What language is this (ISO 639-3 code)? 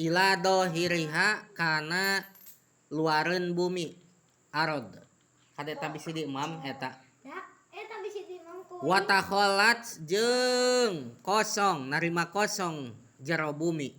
sun